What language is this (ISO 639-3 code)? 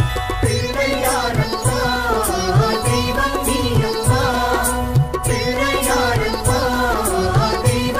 tam